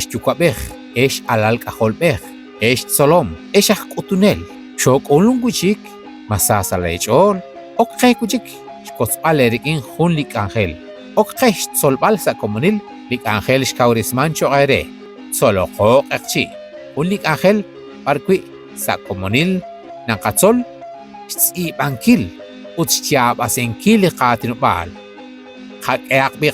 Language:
Kekchí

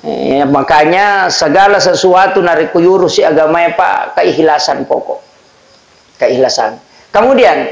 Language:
Buginese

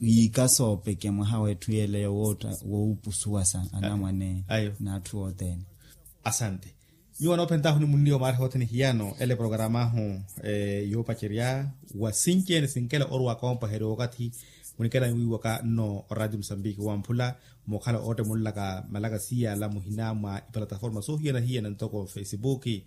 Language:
Makhuwa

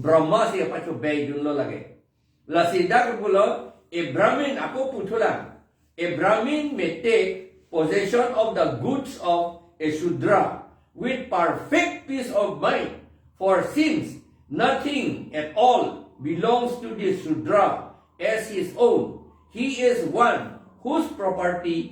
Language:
Karbi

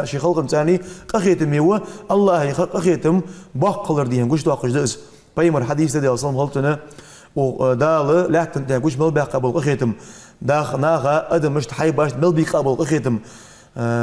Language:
Ingush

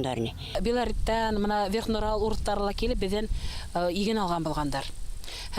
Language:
Bashkir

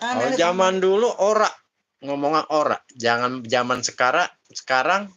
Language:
Betawi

